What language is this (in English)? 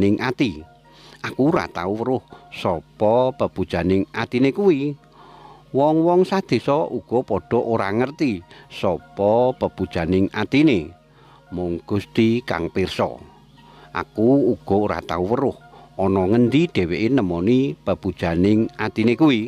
Javanese